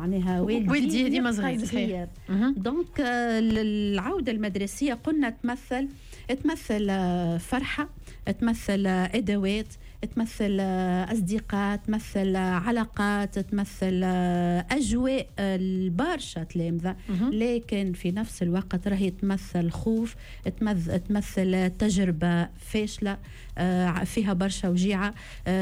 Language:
Tunisian Arabic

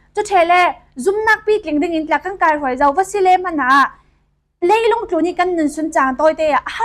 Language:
Falam Chin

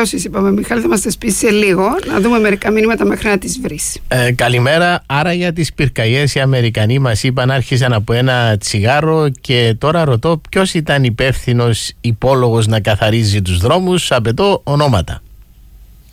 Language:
Greek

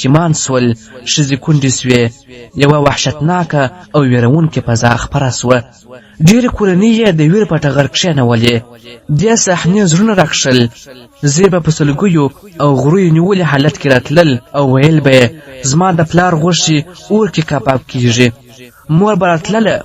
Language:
Pashto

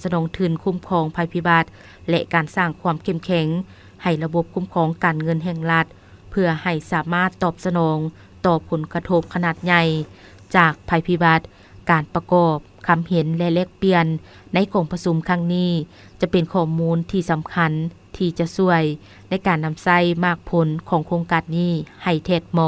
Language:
Lao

